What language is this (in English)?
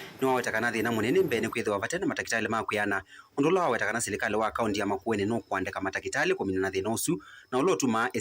Kamba